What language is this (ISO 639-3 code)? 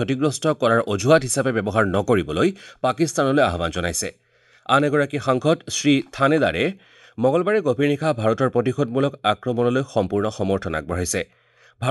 asm